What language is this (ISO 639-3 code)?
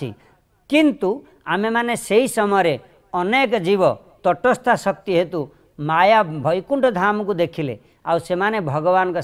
ori